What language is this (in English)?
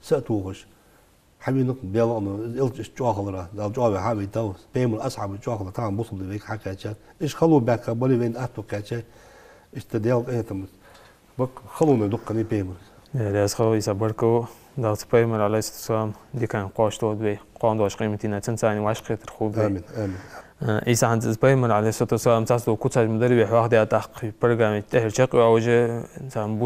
Ingush